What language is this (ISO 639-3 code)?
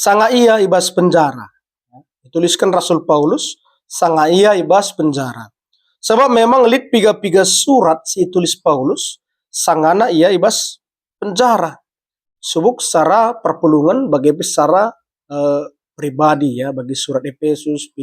btx